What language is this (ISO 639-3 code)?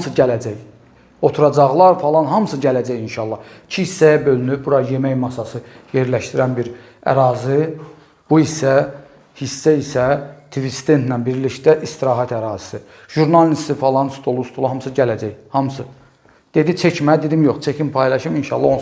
aze